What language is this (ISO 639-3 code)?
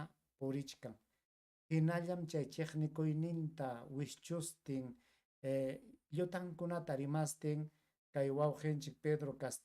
quy